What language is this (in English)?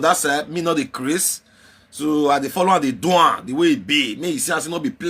Nigerian Pidgin